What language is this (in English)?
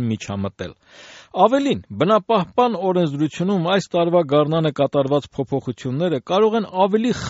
Armenian